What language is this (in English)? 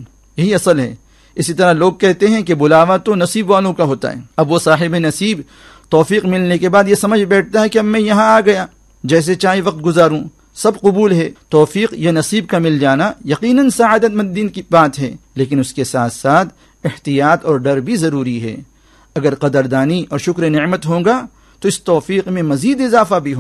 Urdu